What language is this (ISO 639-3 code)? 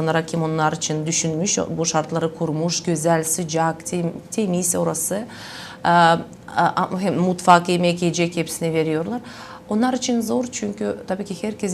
gag